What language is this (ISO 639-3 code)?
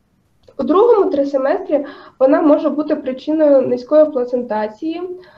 ukr